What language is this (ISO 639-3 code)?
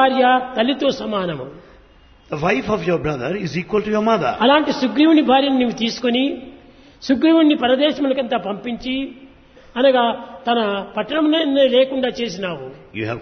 tel